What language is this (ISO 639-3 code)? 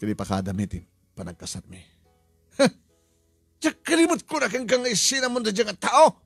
ilo